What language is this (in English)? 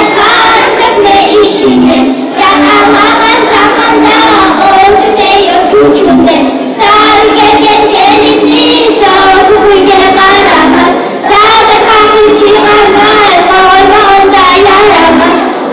Kumyk